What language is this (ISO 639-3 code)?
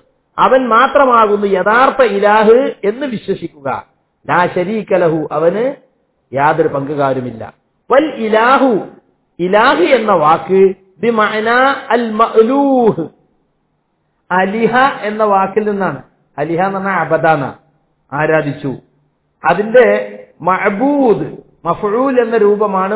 mal